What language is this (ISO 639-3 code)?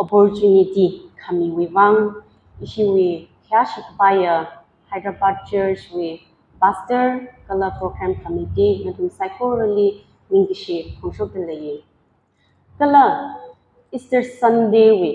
nmf